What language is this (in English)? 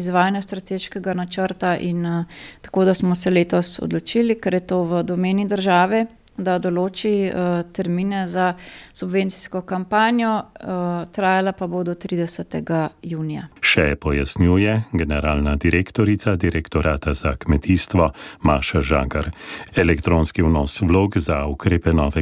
Slovenian